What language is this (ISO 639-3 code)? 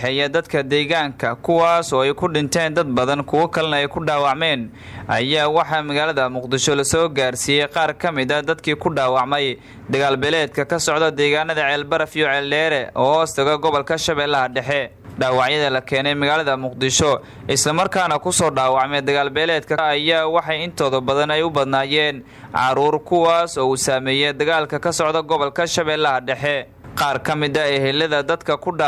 som